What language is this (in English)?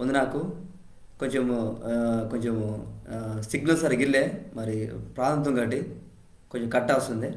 Koya